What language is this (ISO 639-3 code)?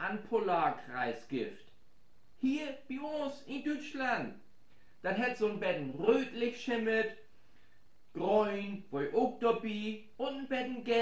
nds